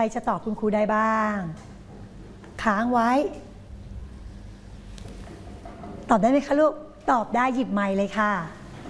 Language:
Thai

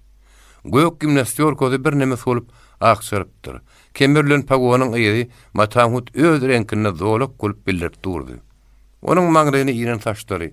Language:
Turkmen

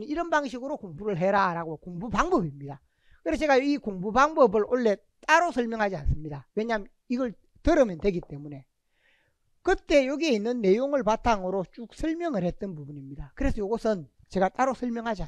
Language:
Korean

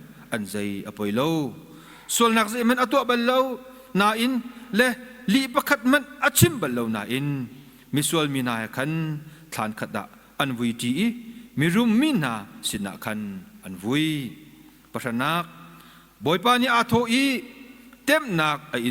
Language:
Hakha Chin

